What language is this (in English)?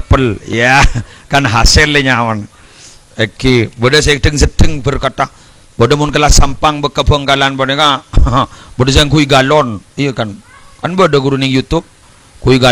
Madurese